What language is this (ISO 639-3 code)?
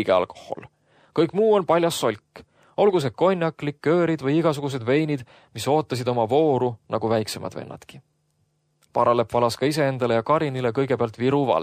est